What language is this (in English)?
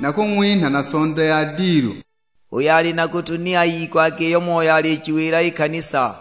Sukuma